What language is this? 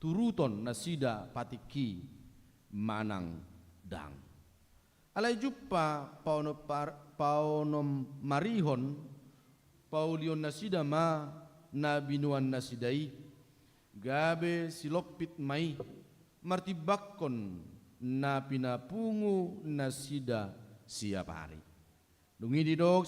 Batak Toba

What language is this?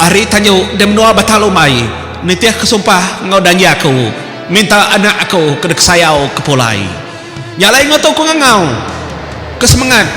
Iban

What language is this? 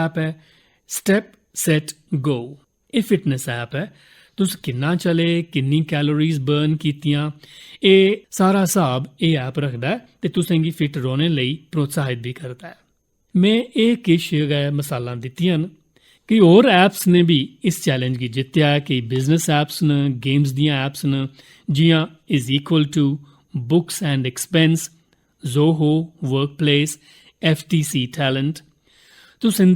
Dogri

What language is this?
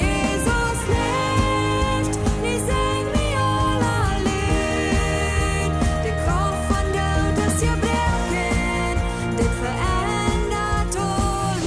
Plautdietsch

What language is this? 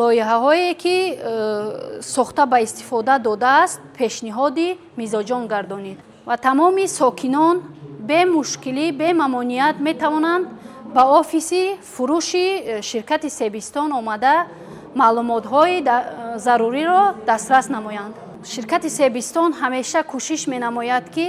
Tajik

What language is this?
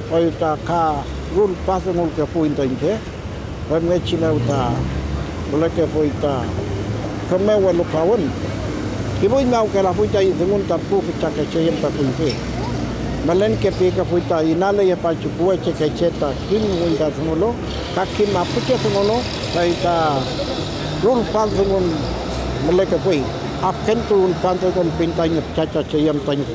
Mapuche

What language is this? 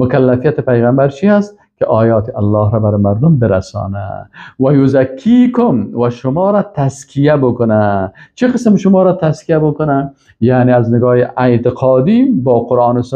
Persian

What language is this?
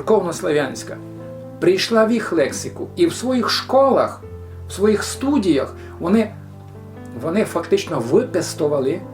Rusyn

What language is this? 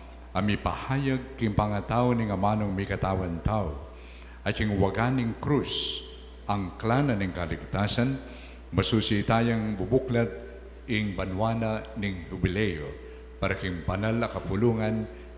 Pampanga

